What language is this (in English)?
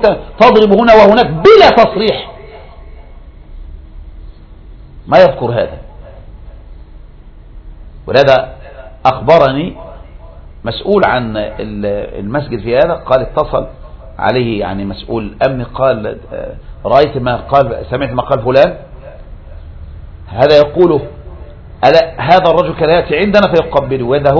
Arabic